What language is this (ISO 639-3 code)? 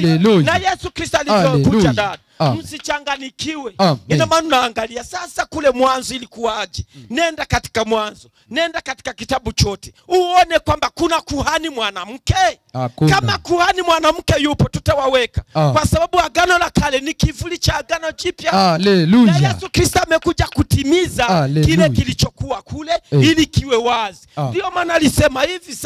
swa